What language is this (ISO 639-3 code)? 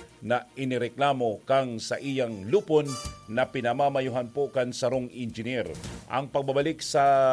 bik